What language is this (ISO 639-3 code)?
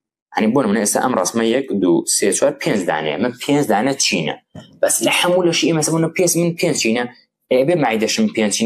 ckb